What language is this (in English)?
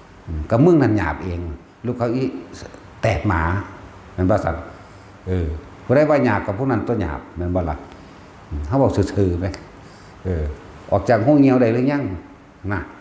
Northeastern Thai